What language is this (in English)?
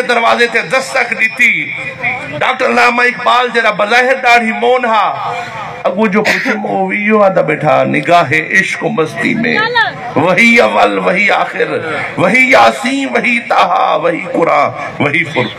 Saraiki